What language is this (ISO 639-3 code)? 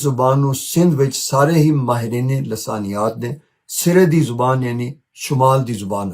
lah